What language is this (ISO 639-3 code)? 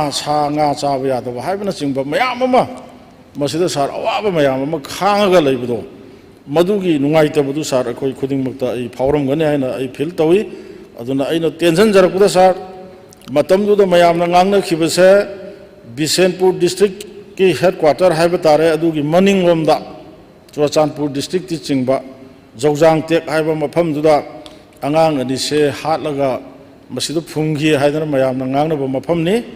mni